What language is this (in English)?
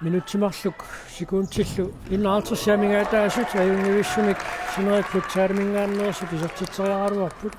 Kalaallisut